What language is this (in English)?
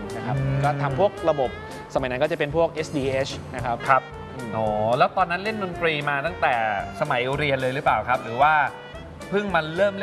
Thai